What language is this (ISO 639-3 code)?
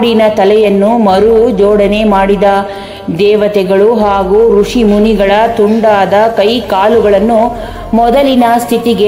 kan